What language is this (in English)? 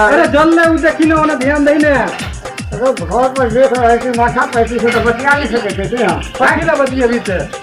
Maithili